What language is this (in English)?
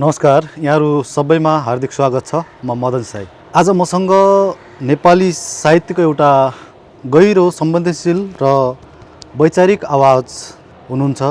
Nepali